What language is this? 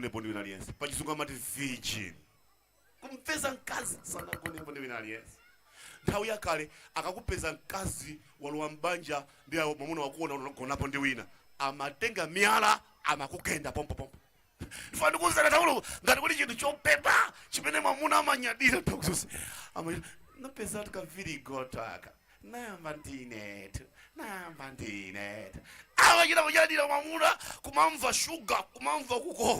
Nyanja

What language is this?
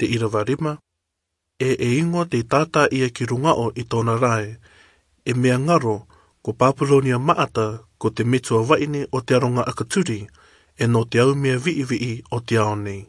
Rarotongan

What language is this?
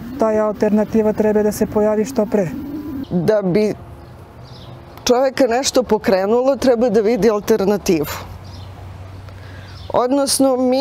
Serbian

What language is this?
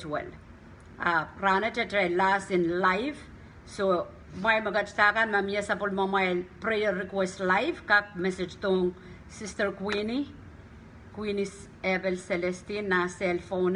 Pohnpeian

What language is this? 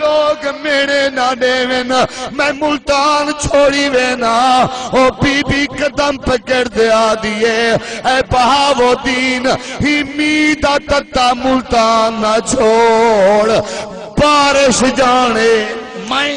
Saraiki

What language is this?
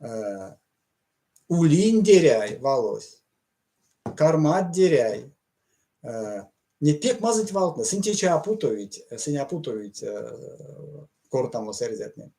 Erzya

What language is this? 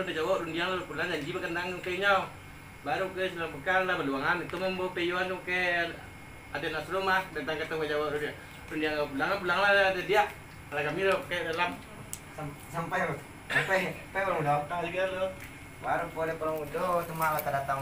Minangkabau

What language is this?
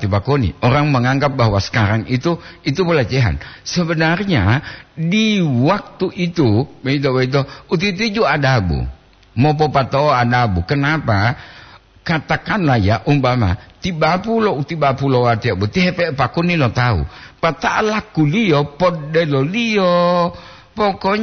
Gorontalo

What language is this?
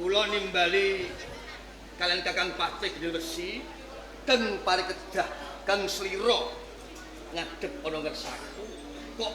Javanese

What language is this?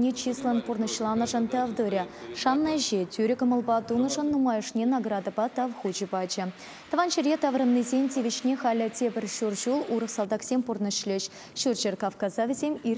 Chuvash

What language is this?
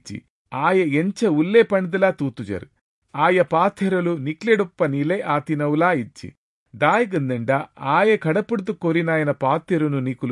Tulu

